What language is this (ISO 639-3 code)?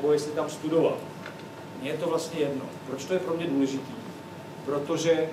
ces